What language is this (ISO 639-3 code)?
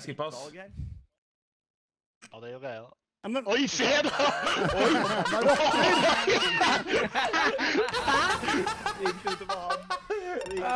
nor